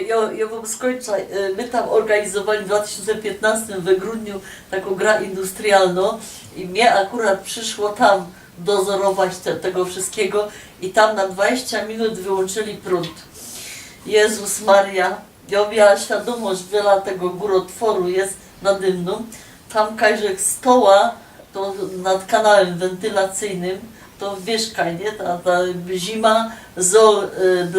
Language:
Silesian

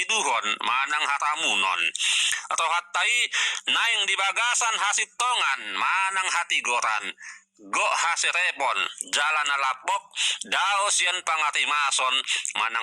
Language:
Batak Toba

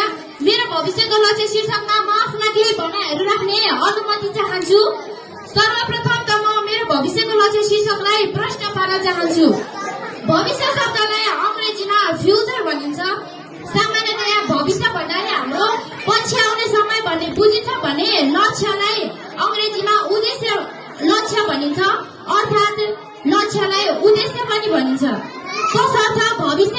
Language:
Nepali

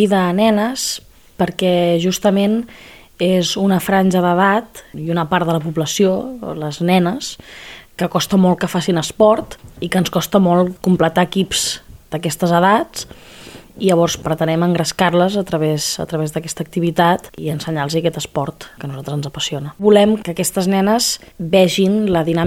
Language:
Catalan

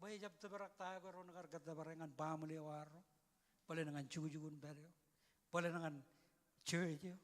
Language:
Marshallese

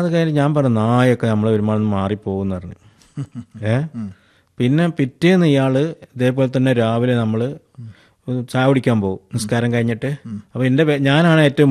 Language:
Malayalam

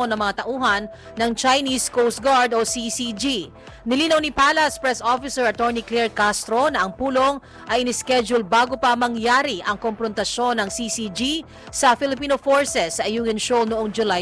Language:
Filipino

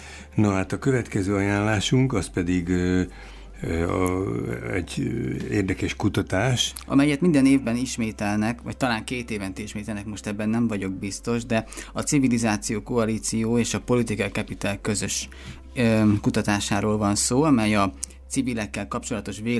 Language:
Hungarian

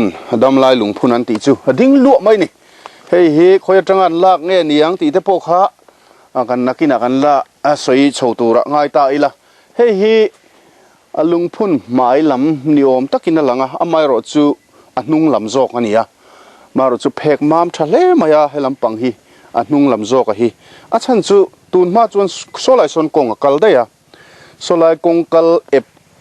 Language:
Mizo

